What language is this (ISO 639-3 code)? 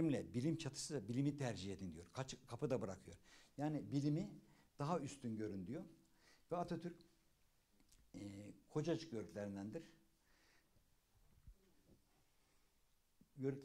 tur